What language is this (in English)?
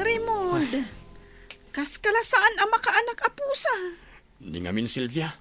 Iloko